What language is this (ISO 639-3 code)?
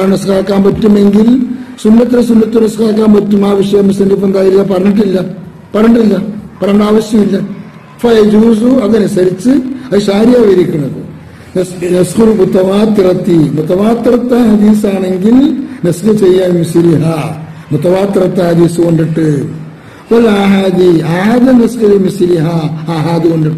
mal